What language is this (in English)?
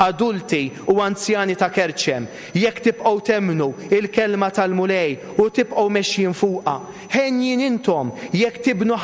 Maltese